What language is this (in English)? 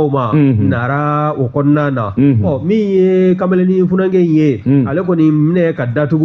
Bambara